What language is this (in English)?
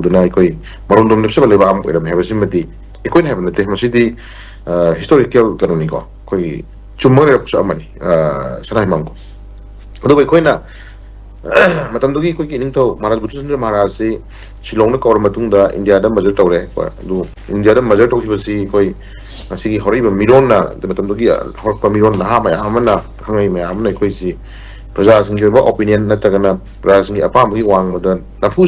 Manipuri